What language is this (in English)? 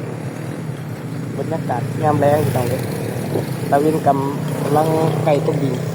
Lao